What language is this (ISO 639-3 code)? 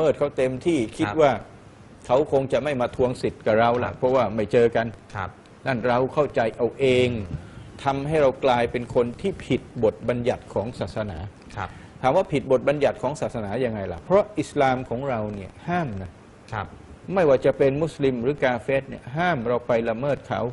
tha